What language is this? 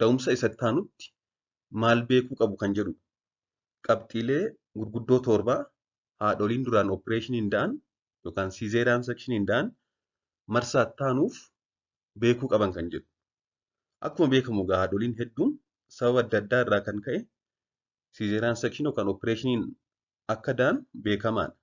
Oromo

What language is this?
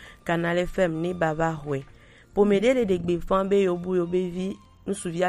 Gen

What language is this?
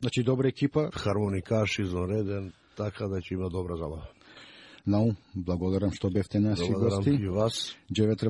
Macedonian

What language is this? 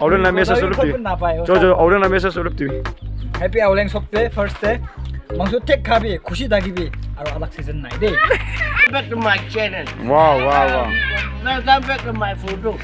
Naga Pidgin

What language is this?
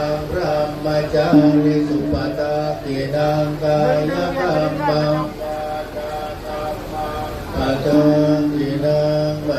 Pali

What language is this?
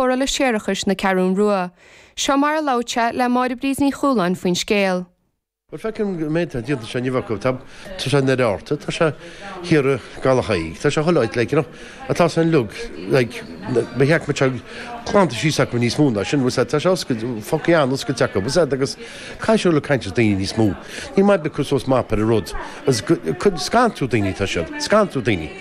Irish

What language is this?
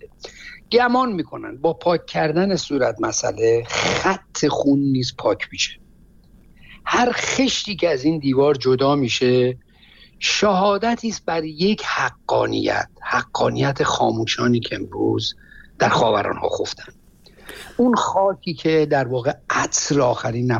Persian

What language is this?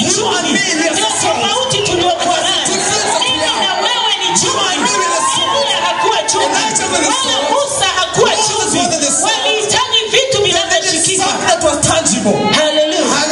Swahili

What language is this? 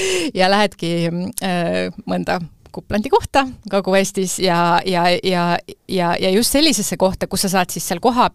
Estonian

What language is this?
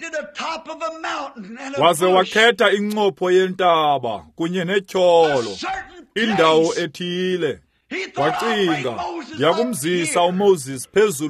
Xhosa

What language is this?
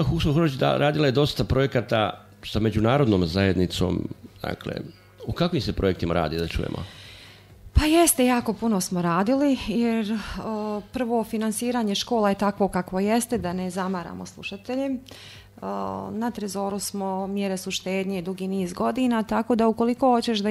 Bosnian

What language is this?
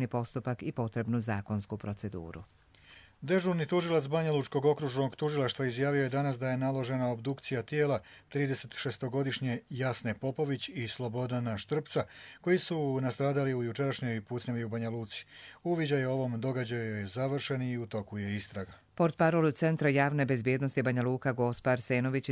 Croatian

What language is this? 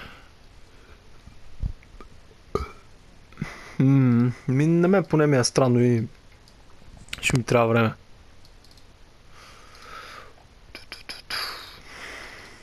Bulgarian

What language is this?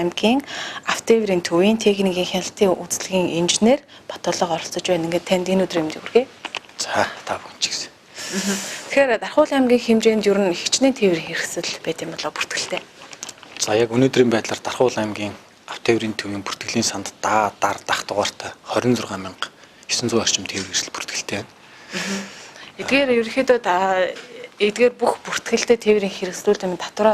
Mongolian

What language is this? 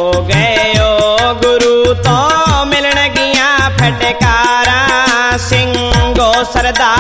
Punjabi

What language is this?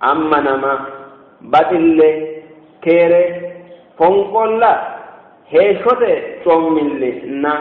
Sidamo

